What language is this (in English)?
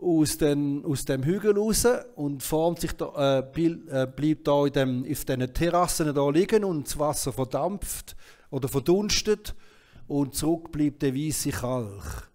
Swiss German